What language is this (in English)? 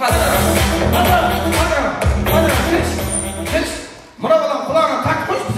Kara-Kalpak